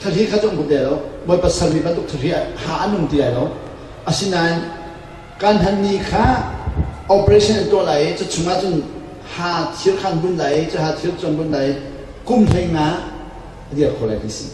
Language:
Hakha Chin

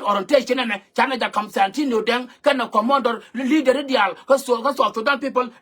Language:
Nuer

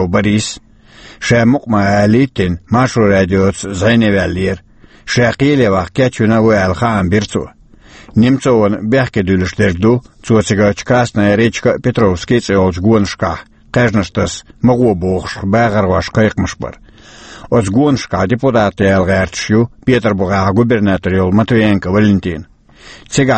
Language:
Chechen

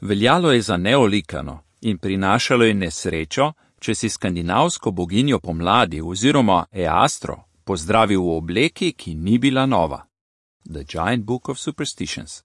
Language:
Slovenian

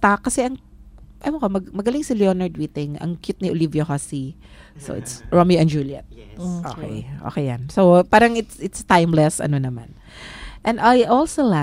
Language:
Filipino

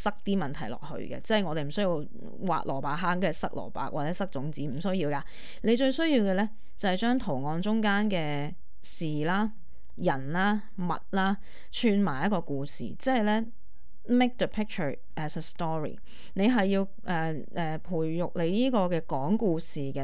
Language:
Cantonese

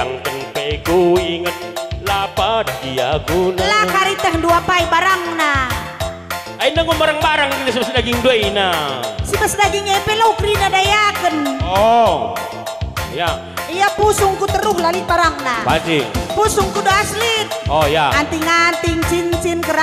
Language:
Batak Karo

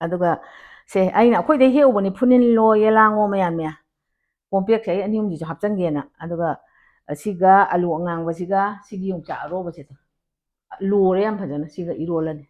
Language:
Manipuri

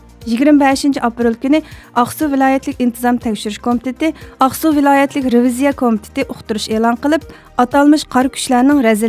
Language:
Uyghur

